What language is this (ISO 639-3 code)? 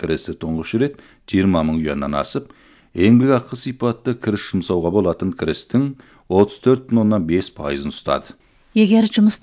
kaz